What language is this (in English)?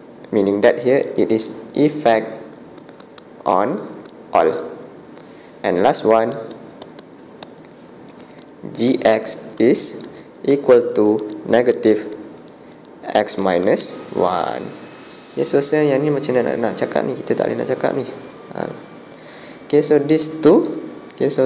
Malay